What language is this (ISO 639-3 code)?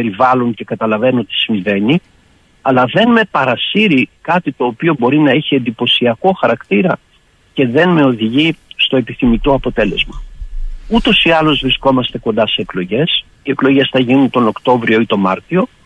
ell